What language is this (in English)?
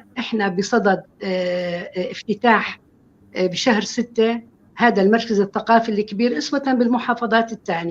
North Levantine Arabic